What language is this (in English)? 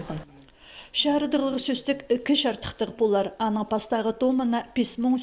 Khakas